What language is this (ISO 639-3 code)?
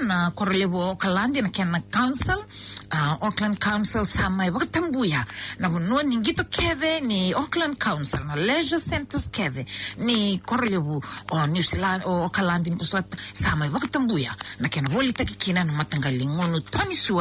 fij